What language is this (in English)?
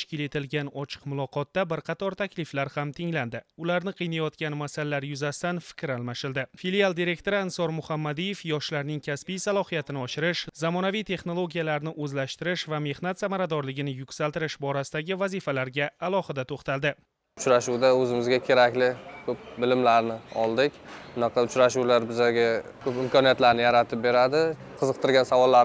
Uzbek